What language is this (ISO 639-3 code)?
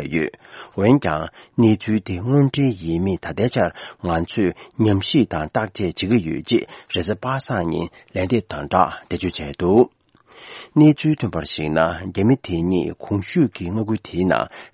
bod